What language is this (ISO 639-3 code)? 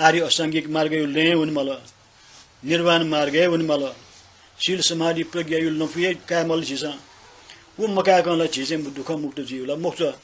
new